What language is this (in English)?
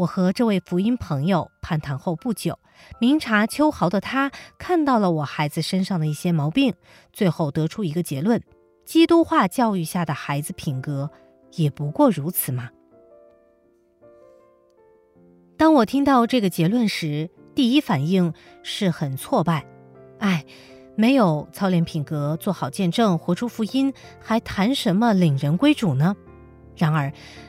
Chinese